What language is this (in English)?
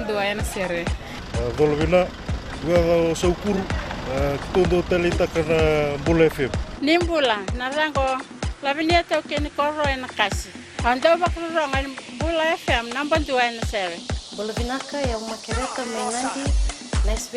Fijian